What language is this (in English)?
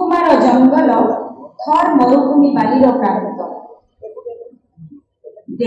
Odia